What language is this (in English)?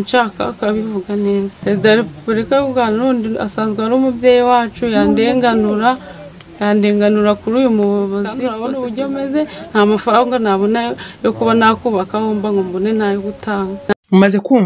Kinyarwanda